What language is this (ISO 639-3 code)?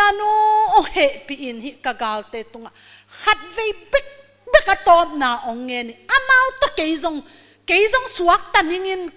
ctd